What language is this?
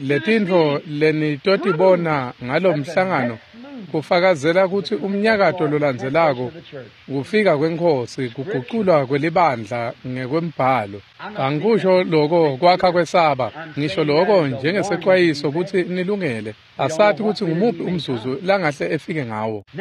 Swati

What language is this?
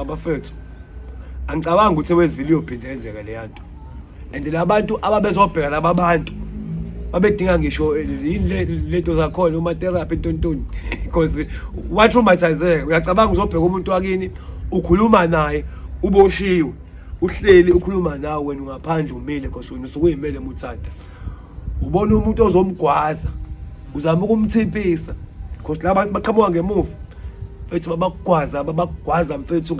Zulu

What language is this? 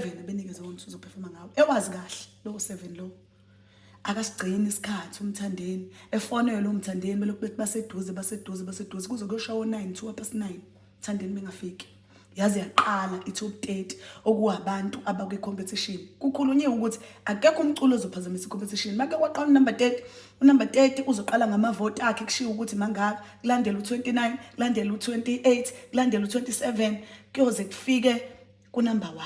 Zulu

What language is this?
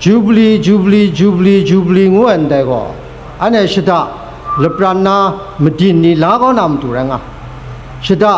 Kachin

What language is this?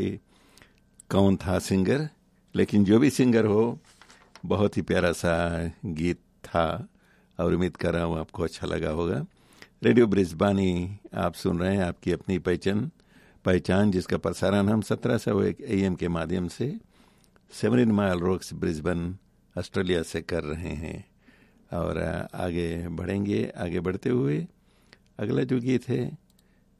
Hindi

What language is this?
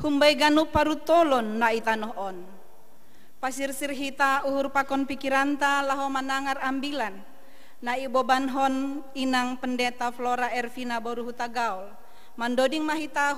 Batak Simalungun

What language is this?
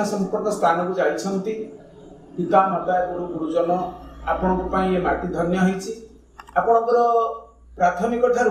Odia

